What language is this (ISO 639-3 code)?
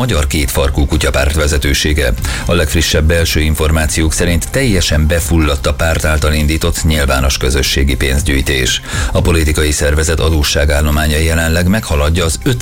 hun